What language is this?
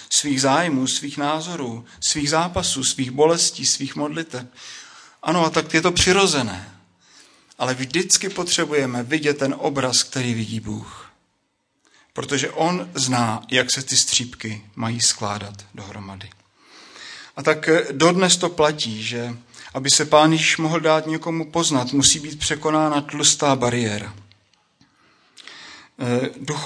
Czech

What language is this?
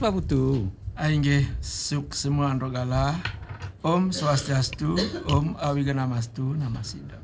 Balinese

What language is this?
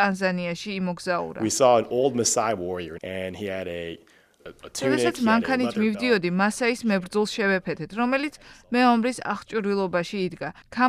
Georgian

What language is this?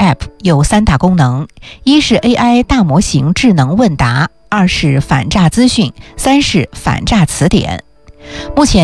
Chinese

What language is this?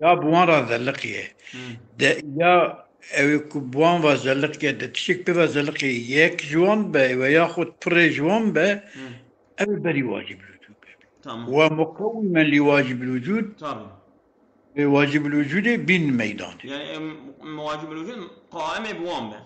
Kurdish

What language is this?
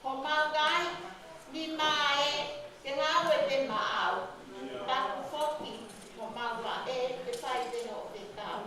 Tongan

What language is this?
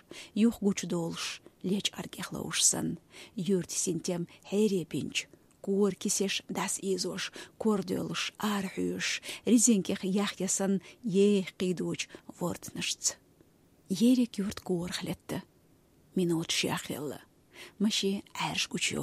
Chechen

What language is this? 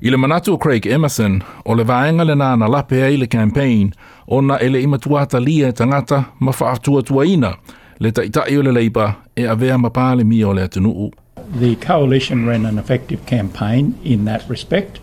Samoan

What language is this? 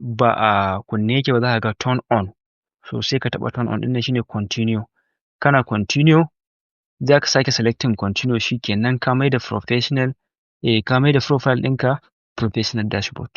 Hausa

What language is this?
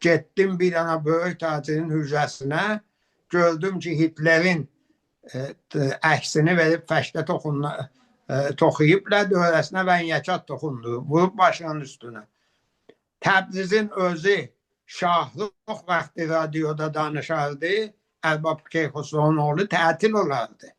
Azerbaijani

